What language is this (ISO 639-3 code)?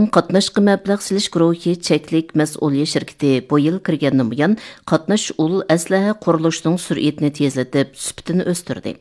uig